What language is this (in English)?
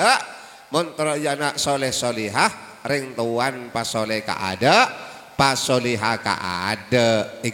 Madurese